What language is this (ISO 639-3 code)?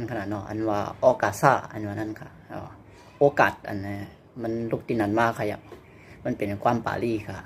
shn